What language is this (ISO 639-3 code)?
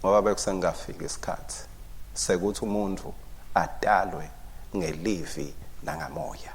ssw